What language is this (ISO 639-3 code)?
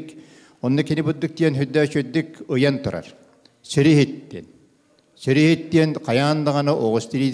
sah